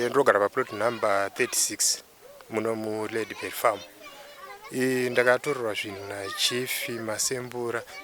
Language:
Shona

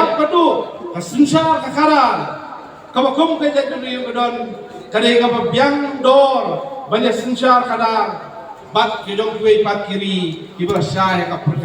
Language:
Khasi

